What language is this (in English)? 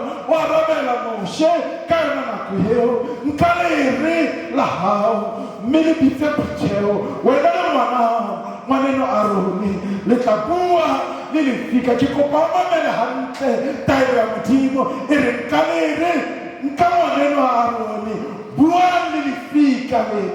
Southern Sotho